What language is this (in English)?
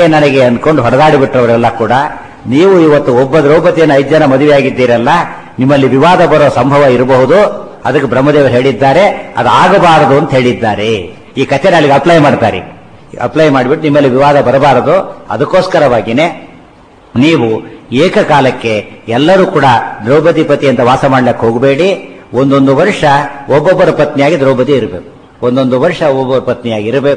Kannada